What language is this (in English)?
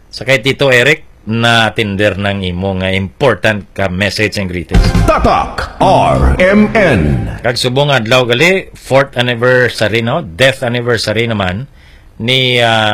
Hiligaynon